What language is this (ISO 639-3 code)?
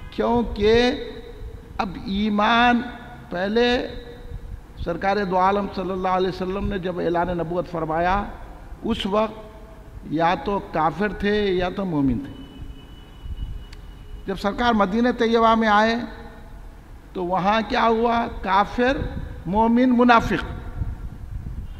urd